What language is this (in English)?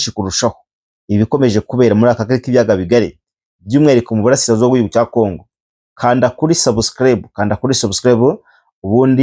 Kinyarwanda